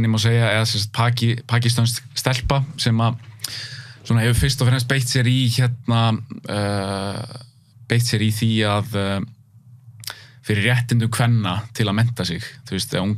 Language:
Icelandic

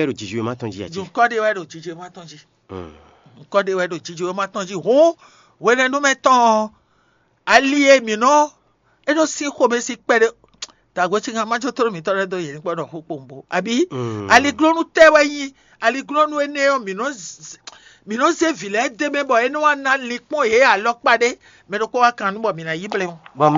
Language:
Fon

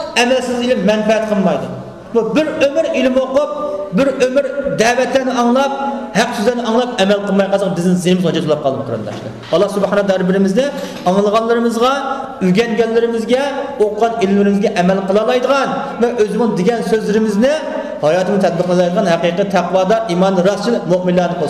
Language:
Uyghur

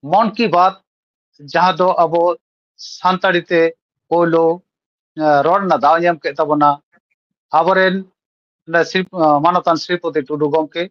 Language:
Santali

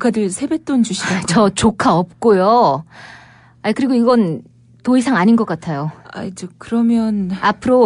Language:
Korean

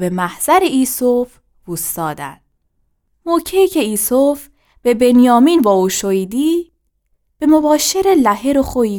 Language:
Gilaki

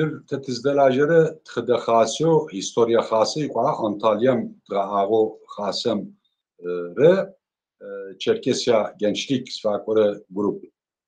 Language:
Adyghe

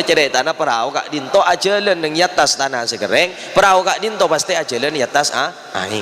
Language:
Madurese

